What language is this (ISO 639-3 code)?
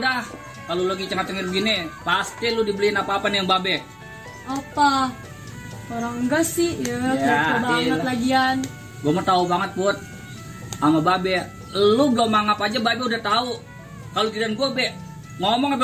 bew